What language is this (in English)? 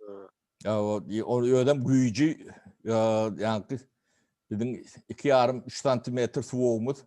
Turkmen